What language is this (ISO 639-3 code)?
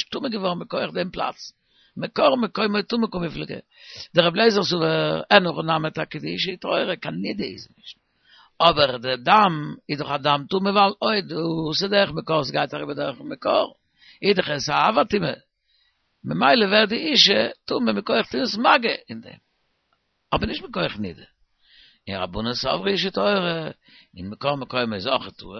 yid